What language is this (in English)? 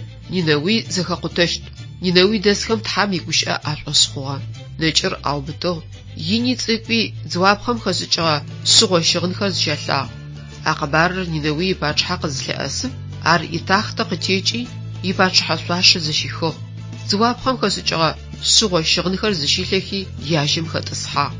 Adyghe